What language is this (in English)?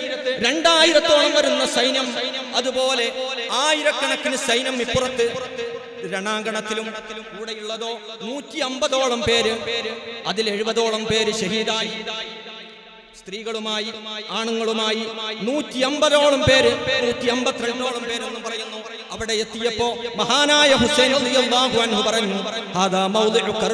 Malayalam